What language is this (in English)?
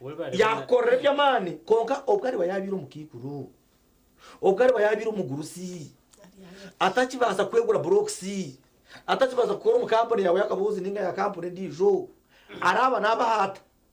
Nyankole